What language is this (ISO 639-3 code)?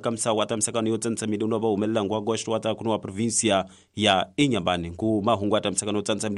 tso